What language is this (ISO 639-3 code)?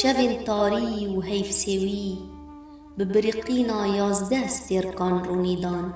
kur